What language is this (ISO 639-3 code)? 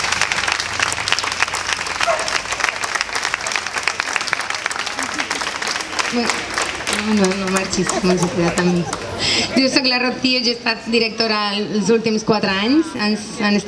cat